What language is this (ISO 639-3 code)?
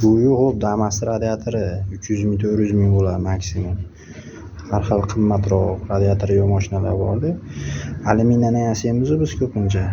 uzb